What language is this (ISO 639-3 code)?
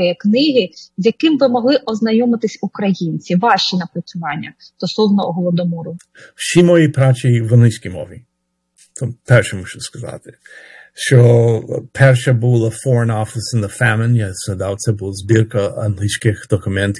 ukr